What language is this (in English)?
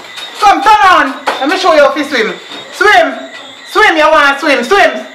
Jamaican Creole English